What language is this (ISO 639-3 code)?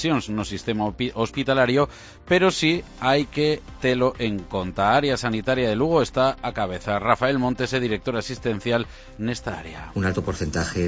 glg